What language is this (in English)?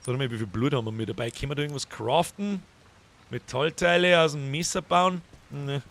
Bavarian